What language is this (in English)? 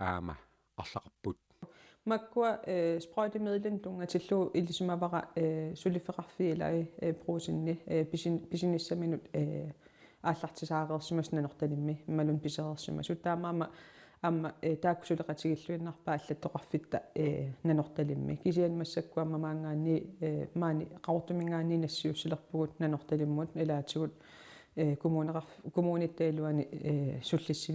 Kalaallisut